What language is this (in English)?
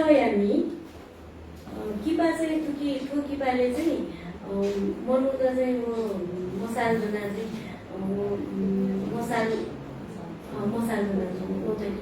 Newari